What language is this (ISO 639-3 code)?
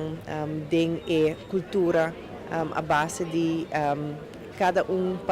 pap